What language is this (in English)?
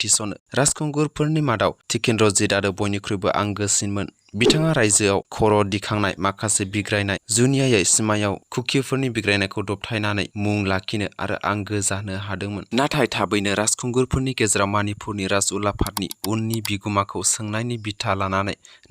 Bodo